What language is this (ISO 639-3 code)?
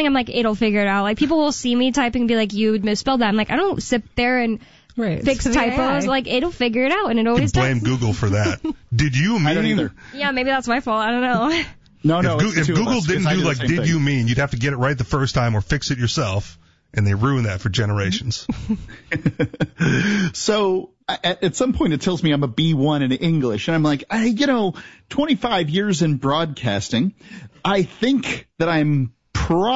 eng